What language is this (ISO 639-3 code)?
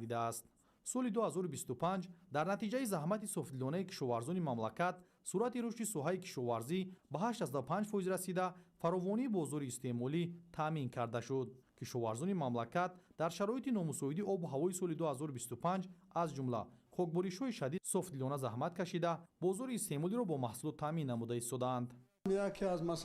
tgk